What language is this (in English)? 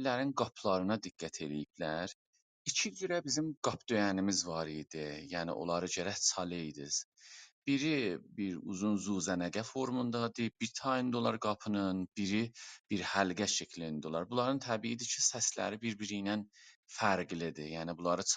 South Azerbaijani